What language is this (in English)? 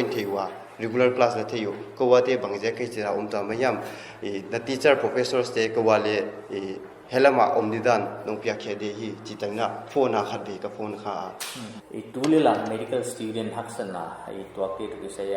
Paite Chin